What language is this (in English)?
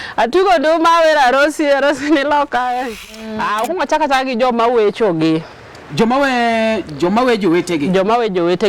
Luo (Kenya and Tanzania)